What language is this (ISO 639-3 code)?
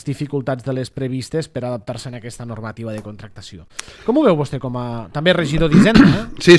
cat